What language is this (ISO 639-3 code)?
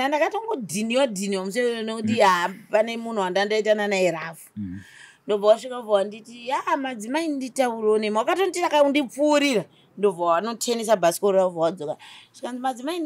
sna